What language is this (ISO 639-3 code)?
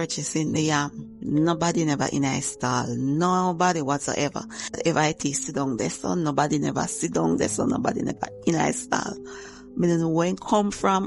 jam